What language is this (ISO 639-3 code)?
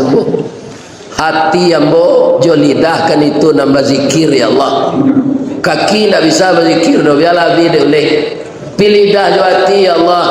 min